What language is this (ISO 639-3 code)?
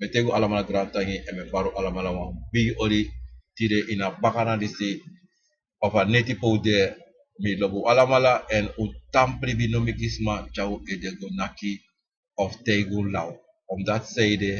srn